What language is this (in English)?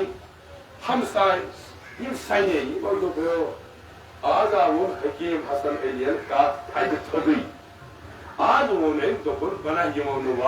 Kashmiri